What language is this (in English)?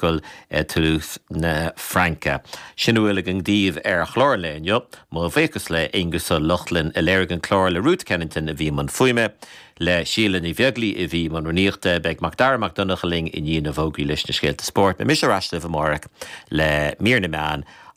Irish